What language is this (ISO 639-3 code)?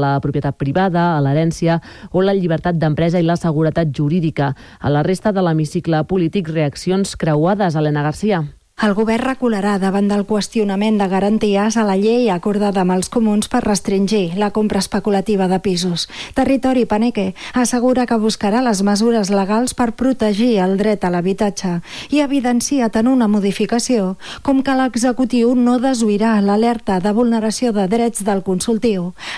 cat